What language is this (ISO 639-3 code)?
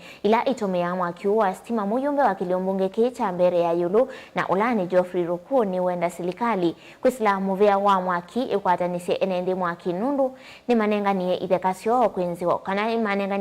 kam